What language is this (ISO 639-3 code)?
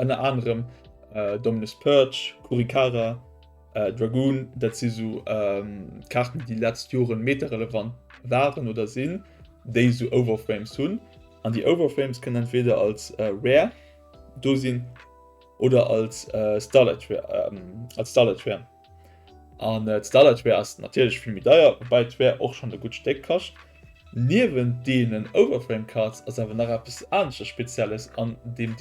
ltz